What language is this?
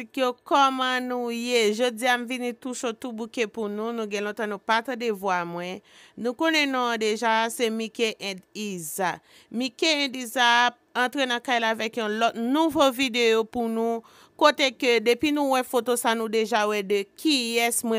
Haitian Creole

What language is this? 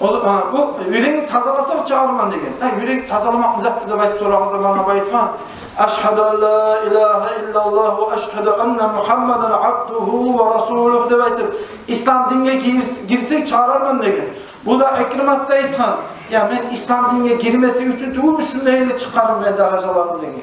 Kumyk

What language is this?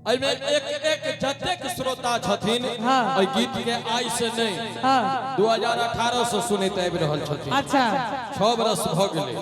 Maithili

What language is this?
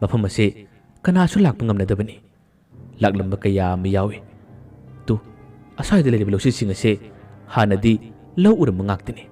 Manipuri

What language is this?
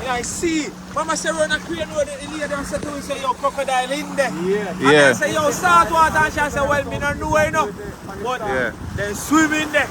Jamaican Creole English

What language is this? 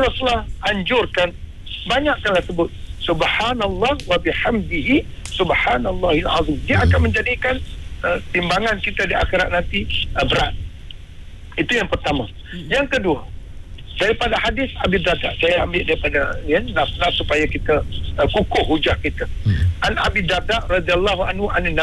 Malay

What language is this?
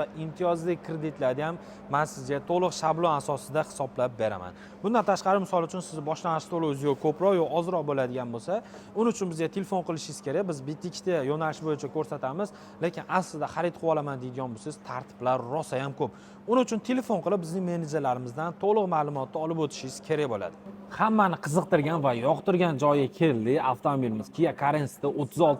Uzbek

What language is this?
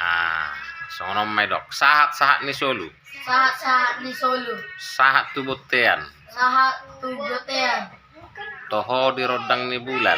Batak Toba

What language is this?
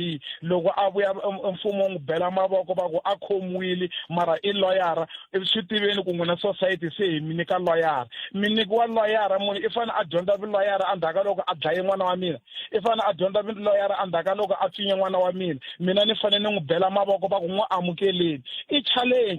Tsonga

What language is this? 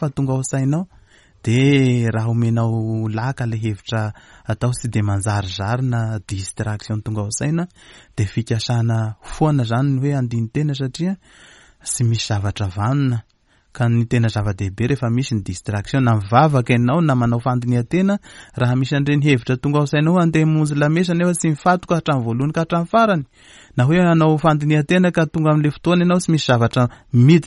Malagasy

